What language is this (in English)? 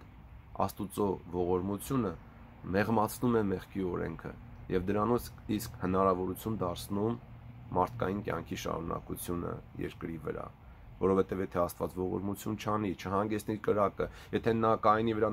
Armenian